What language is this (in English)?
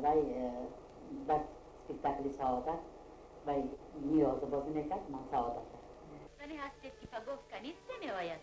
Tajik